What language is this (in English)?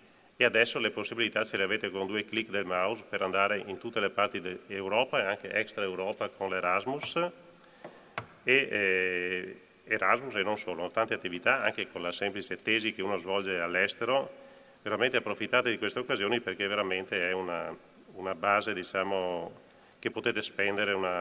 Italian